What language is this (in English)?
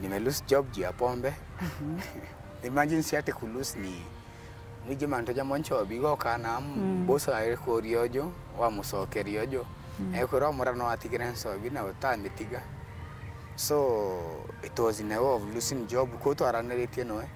Meru